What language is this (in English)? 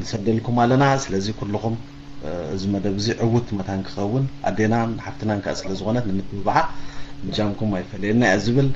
Tigrinya